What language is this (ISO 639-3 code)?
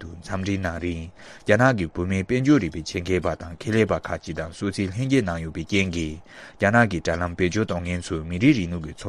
bod